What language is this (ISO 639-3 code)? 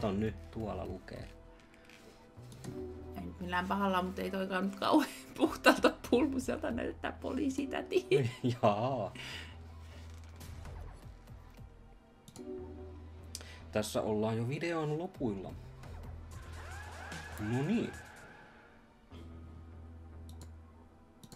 fin